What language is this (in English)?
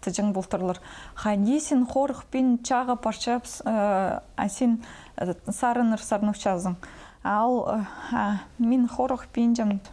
Khakas